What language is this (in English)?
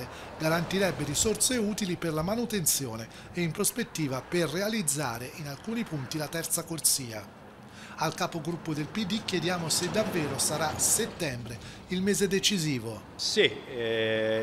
Italian